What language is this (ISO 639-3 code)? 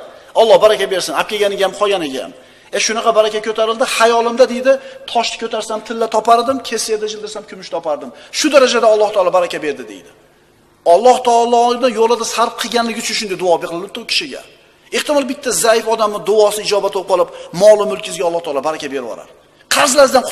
uzb